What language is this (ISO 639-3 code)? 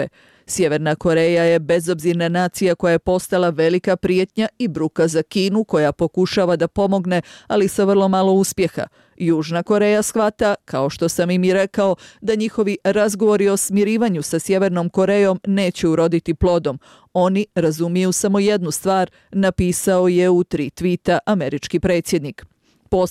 bos